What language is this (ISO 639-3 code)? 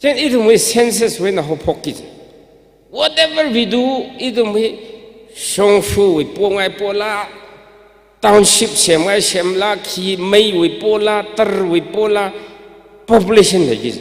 nmf